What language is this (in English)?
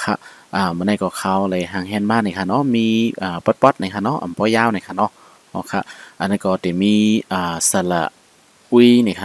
Shan